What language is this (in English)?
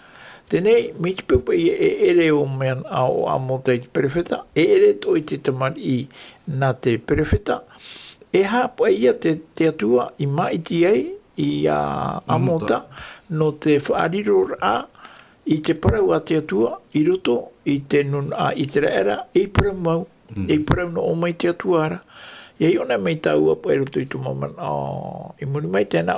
Tahitian